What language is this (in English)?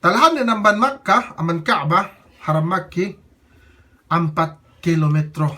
Yakan